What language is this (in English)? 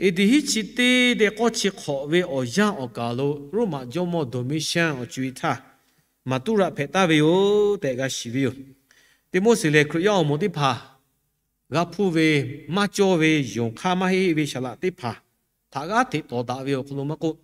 Lahu